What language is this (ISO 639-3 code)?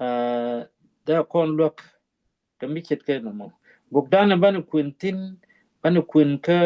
nus